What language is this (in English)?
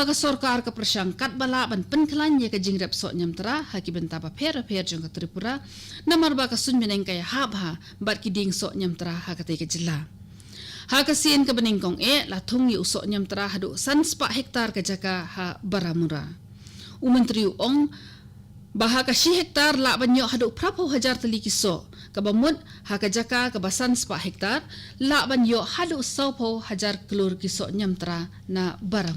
Khasi